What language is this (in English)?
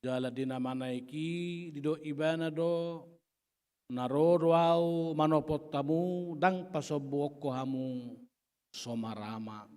Batak Toba